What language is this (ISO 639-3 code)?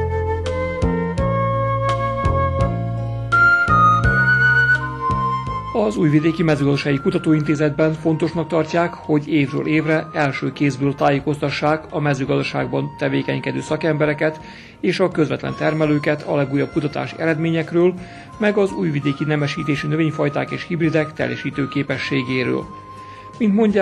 hun